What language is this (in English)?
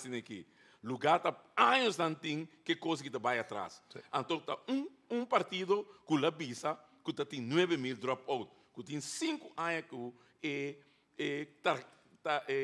Papiamento